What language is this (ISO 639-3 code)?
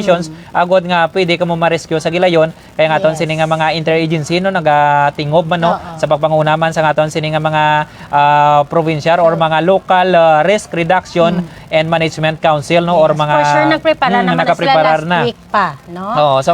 hil